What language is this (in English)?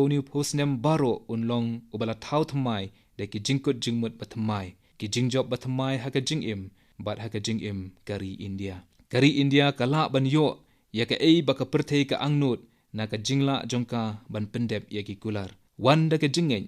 Khasi